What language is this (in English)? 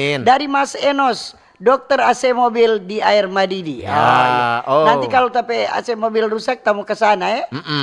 Manado Malay